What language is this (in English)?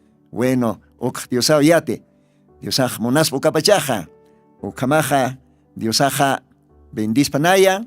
Aymara